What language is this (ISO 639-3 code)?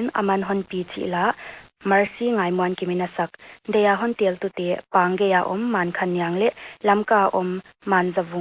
pck